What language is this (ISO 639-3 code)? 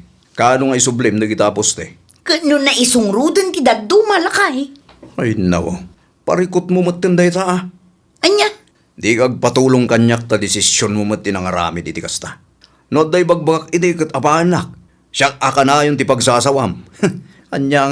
ilo